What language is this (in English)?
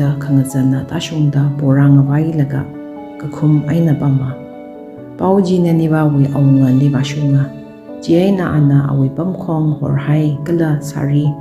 Tangkhul Naga (India)